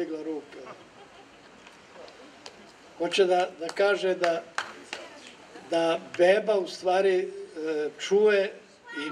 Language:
Serbian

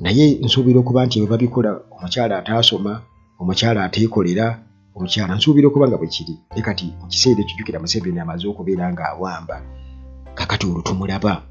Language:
Ganda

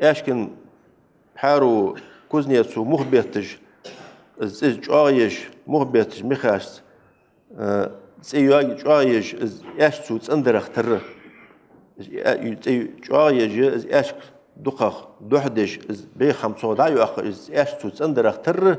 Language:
Ingush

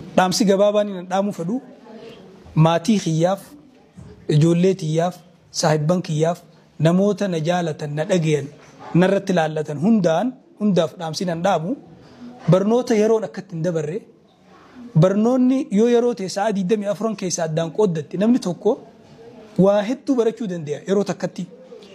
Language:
Oromo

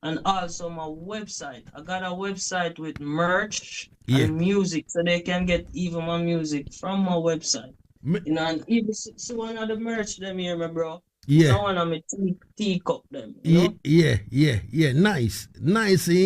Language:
Jamaican Creole English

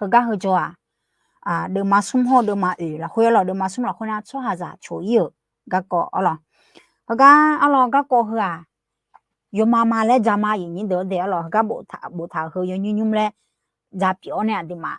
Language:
Akha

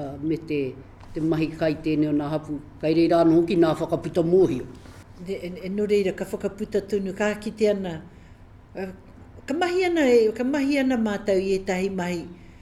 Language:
Māori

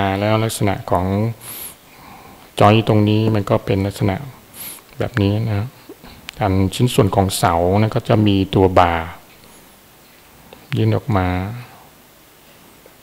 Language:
Thai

